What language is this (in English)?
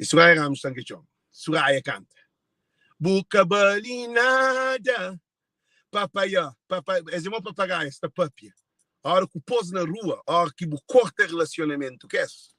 Kabuverdianu